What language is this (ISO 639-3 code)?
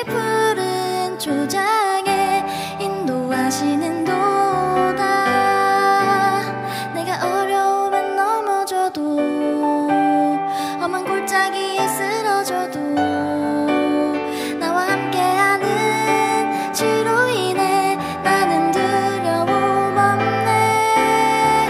kor